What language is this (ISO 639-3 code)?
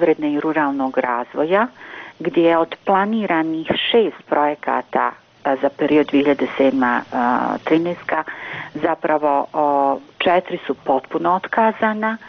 bos